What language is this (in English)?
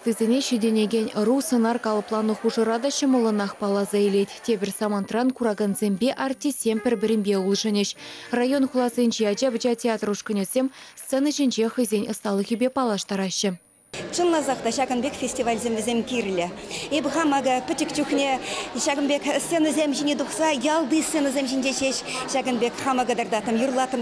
Chuvash